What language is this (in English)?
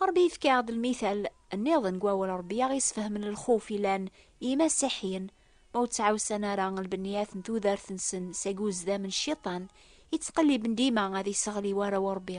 Kabyle